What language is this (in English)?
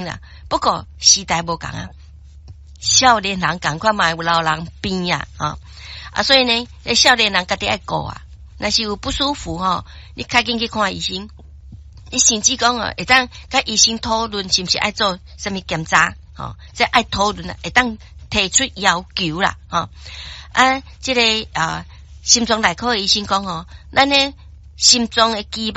Min Nan Chinese